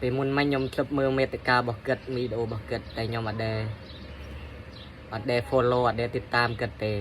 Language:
Khmer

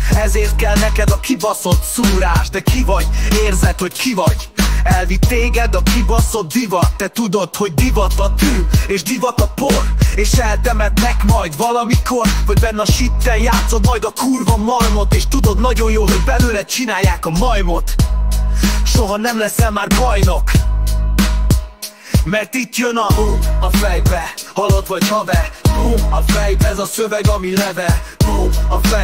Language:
Hungarian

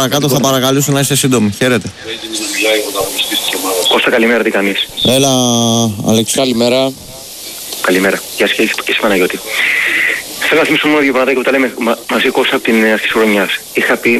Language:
Greek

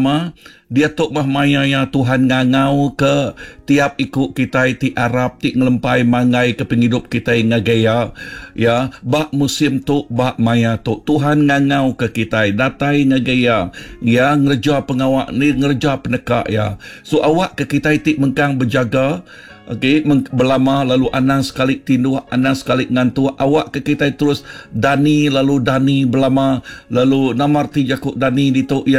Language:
Iban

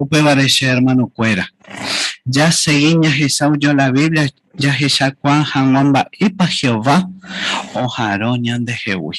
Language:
Guarani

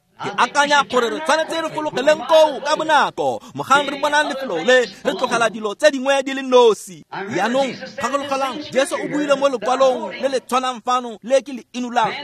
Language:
Tswana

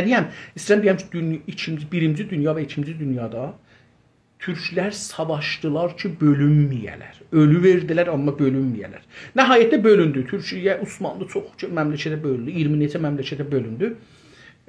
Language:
South Azerbaijani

